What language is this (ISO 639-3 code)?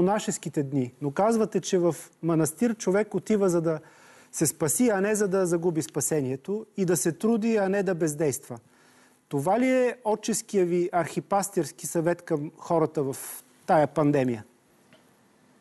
bul